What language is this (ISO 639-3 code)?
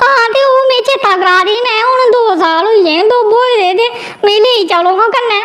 doi